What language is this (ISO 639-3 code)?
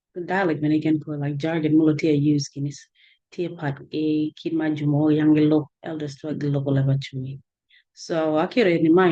ach